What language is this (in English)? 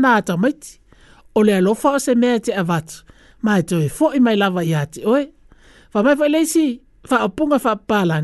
Samoan